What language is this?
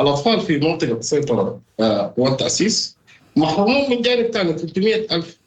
Sudanese Arabic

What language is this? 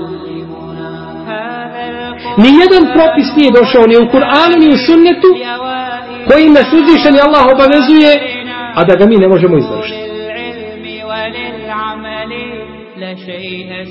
Bosnian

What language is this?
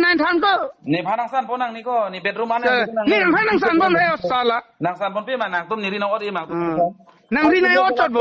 Karbi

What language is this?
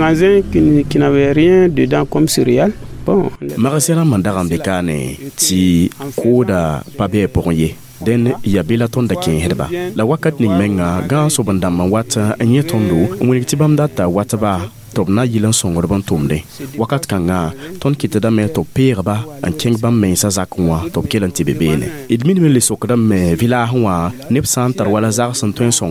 Mossi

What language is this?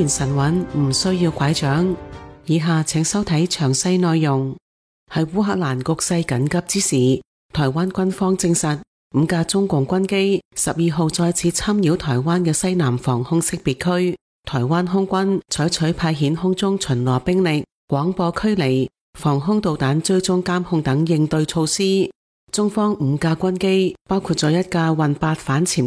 Cantonese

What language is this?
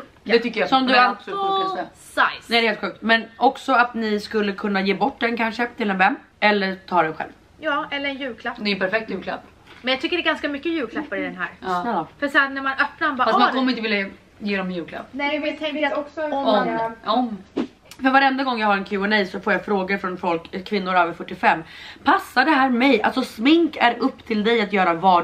Swedish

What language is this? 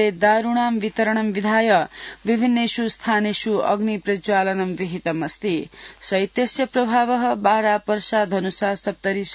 Sanskrit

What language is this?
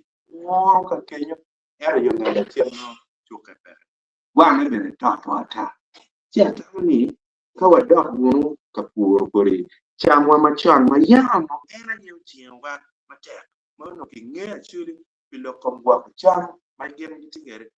Acoli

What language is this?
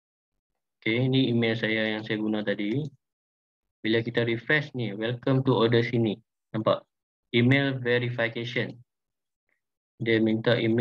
Malay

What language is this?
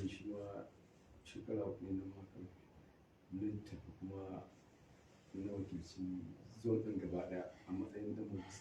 Hausa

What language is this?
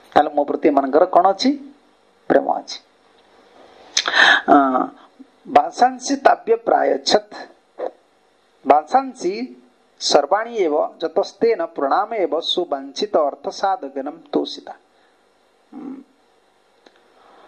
Odia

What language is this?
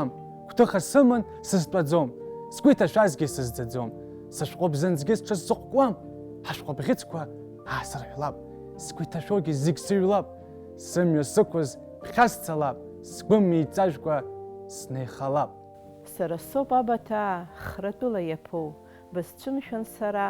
Abkhazian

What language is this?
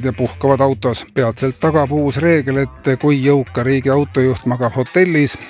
Estonian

